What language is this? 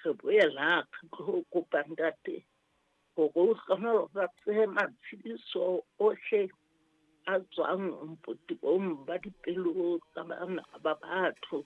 Southern Sotho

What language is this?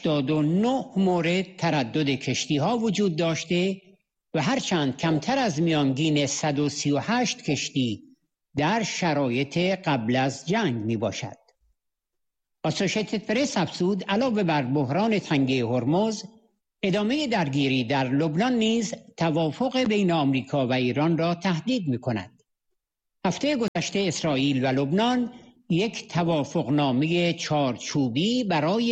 Persian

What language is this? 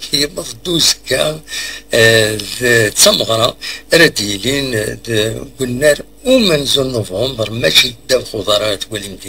Kabyle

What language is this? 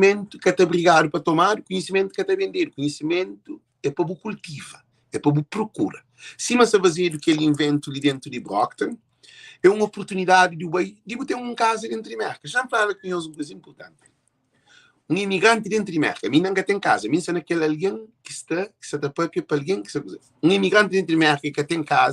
Kabuverdianu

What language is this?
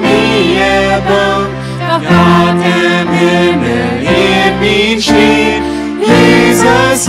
Plautdietsch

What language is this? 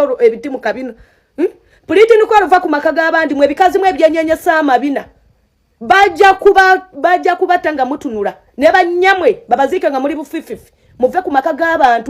Ganda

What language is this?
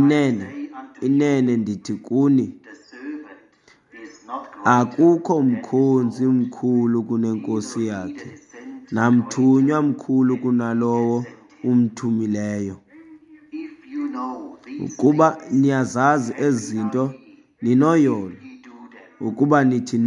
Xhosa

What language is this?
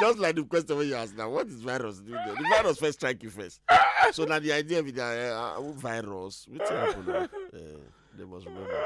Nigerian Pidgin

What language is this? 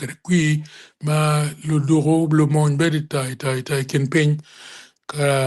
Acoli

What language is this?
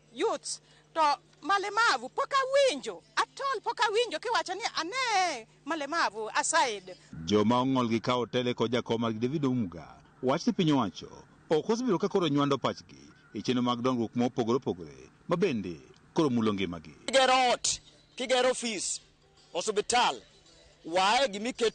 Luo (Kenya and Tanzania)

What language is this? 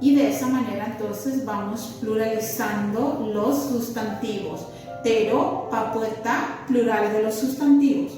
Guarani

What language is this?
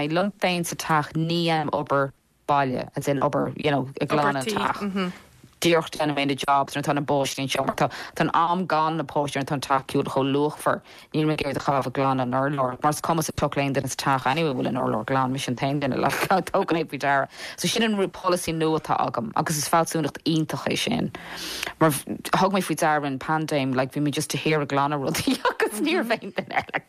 Irish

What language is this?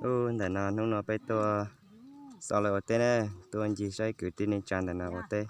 Hmong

